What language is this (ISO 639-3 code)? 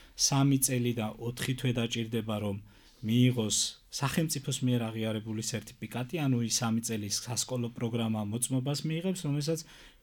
kat